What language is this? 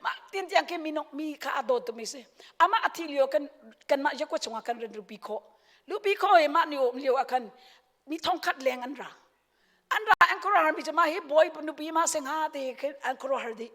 Hakha Chin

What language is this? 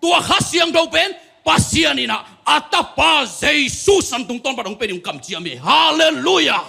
Tedim Chin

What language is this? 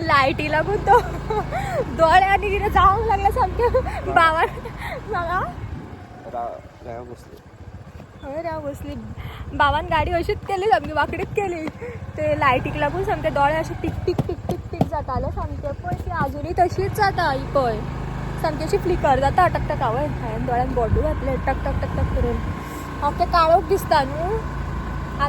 Konkani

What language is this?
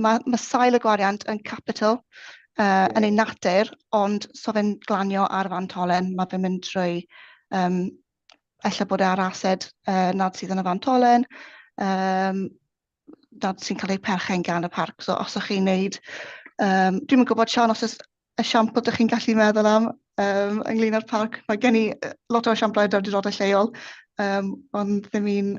Welsh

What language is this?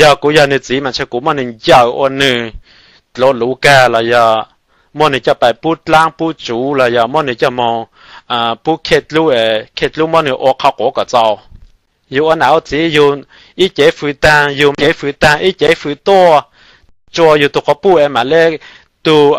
Hmong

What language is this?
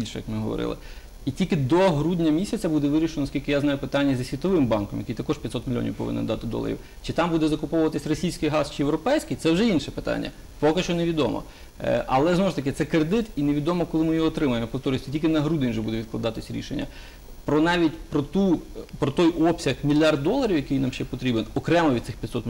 Ukrainian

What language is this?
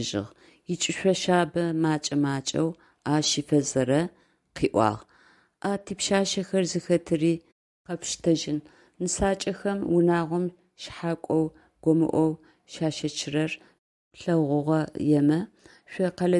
Adyghe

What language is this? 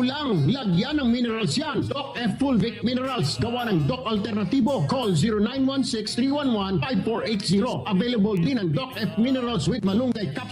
Bikol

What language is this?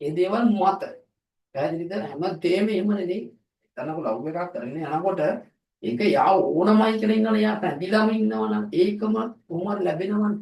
Sinhala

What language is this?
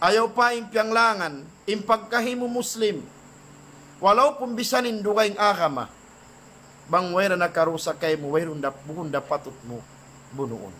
Tausug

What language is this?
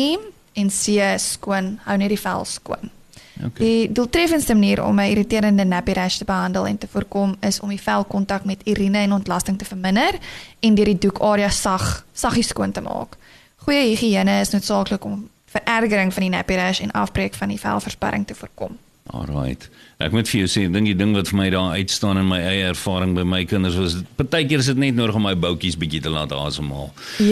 Afrikaans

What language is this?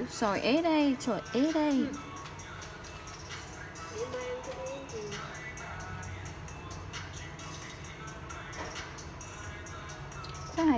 Vietnamese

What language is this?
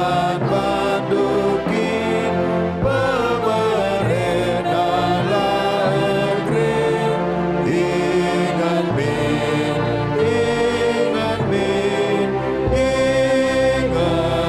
Batak Karo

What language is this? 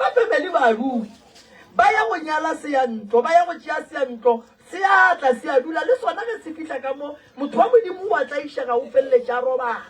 Northern Sotho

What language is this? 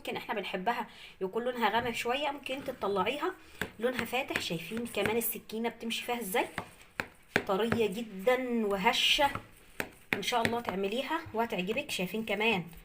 Egyptian Arabic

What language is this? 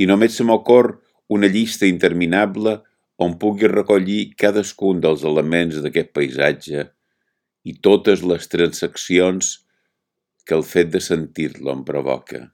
Catalan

